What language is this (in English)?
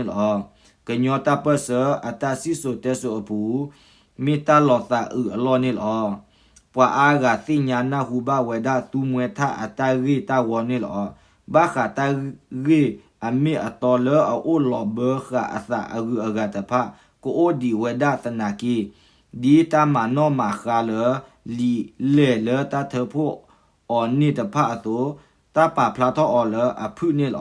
S'gaw Karen